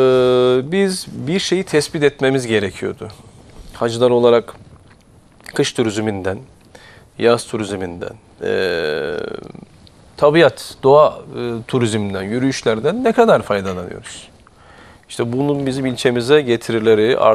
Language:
Turkish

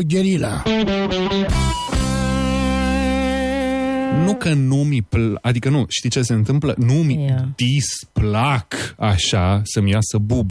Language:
Romanian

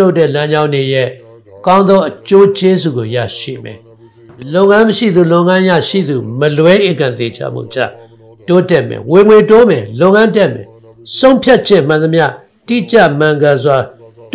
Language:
Burmese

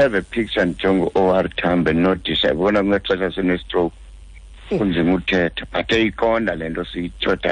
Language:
Xhosa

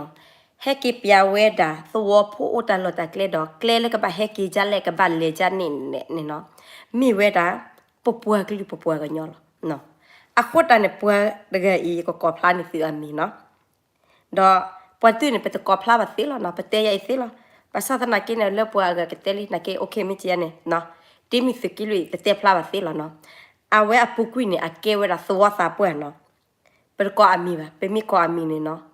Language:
S'gaw Karen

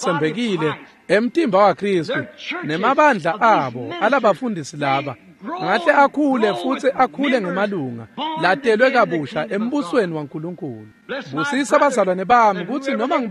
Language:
Swati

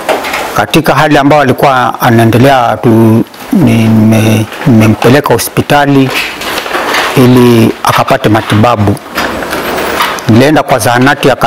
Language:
Swahili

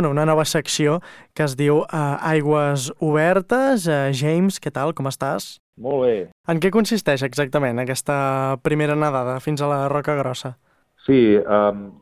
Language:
Catalan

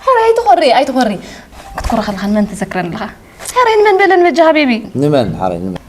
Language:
Tigrinya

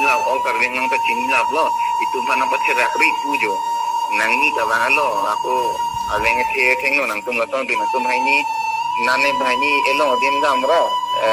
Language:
Karbi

